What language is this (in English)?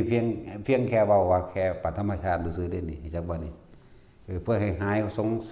Northeastern Thai